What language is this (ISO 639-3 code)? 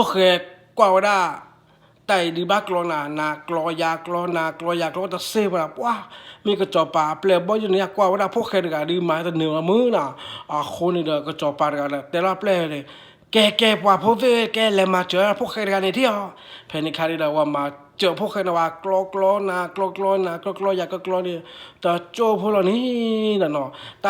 ksw